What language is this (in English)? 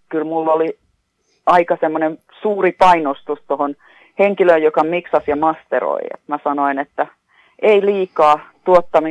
Finnish